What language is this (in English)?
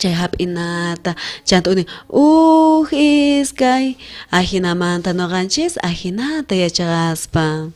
South Bolivian Quechua